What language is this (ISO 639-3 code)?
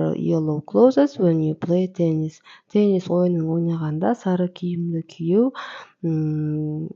kaz